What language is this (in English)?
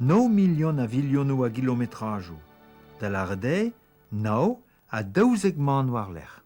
Breton